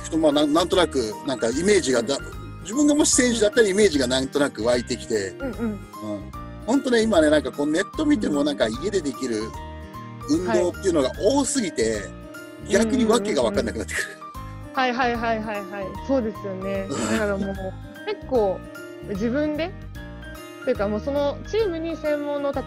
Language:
Japanese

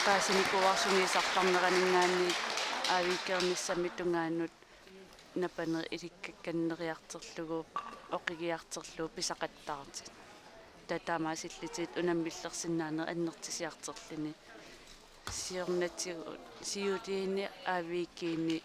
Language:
Kalaallisut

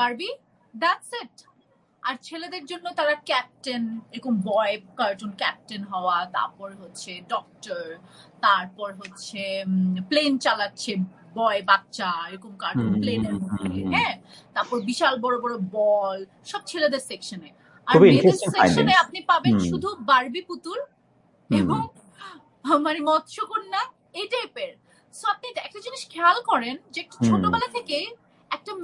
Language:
Bangla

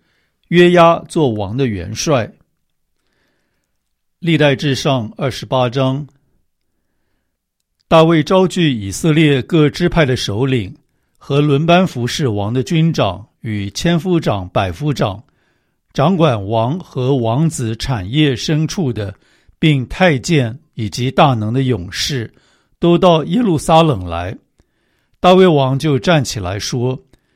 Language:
Chinese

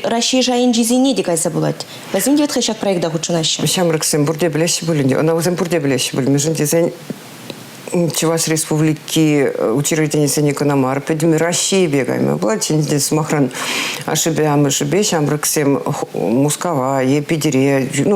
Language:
Chuvash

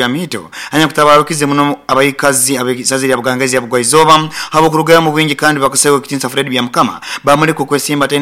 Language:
Nyoro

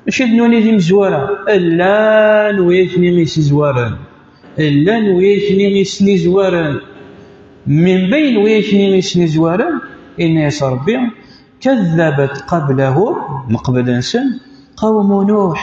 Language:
Kabyle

